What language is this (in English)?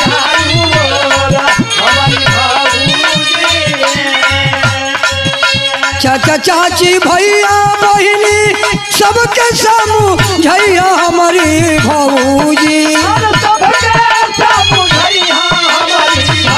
Bhojpuri